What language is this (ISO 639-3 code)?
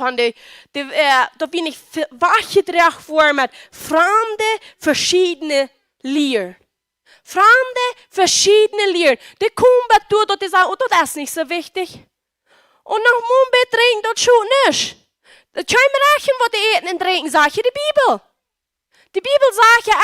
pdt